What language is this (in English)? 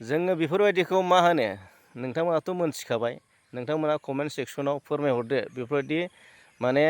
Bodo